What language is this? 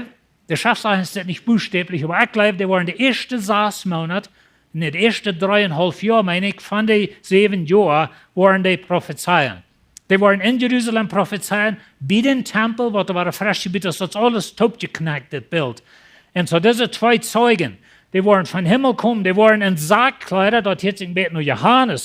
Plautdietsch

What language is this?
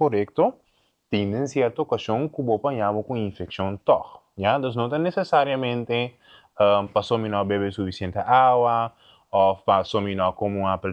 Papiamento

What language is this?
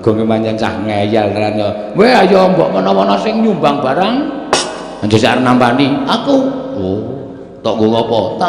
Javanese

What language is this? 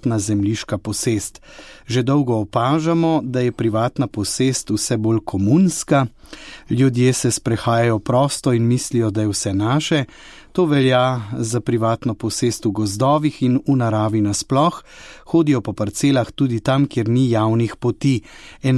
Slovenian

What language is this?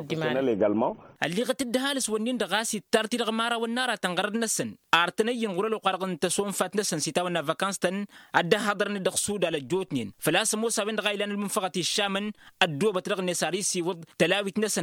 Tamasheq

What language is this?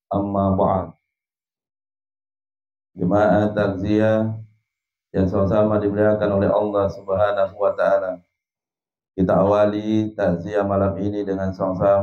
Indonesian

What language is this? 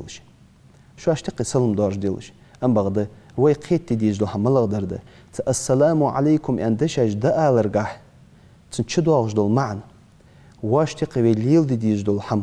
Ingush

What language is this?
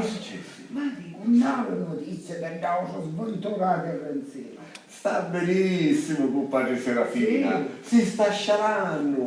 Sicilian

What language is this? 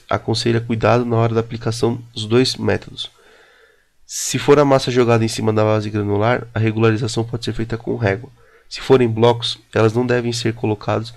Portuguese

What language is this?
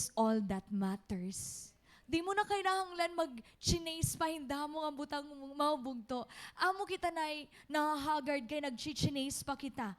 Waray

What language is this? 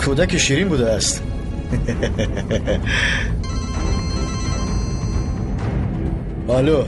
Tajik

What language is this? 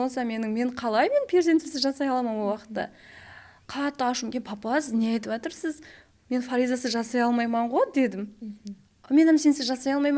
Kara-Kalpak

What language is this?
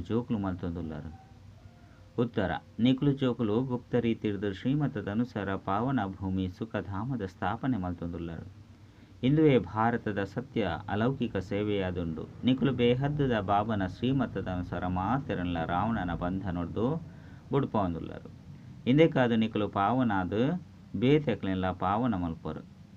Tulu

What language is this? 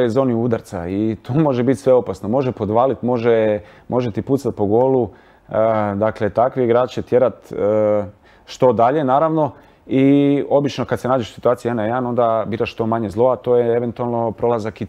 Croatian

